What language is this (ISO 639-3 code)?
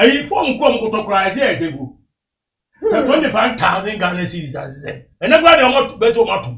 aka